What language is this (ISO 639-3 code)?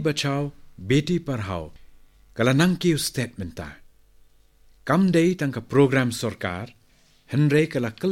kha